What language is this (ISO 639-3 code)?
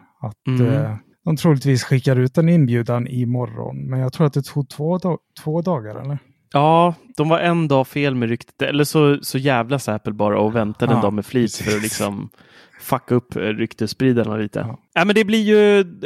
swe